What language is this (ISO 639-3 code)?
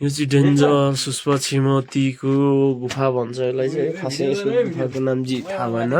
nep